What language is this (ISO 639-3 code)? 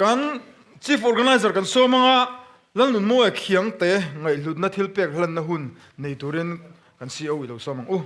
lus